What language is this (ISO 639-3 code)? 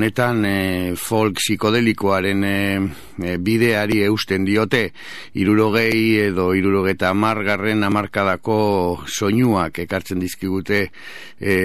eus